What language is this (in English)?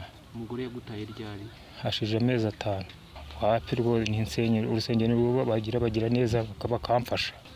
Kinyarwanda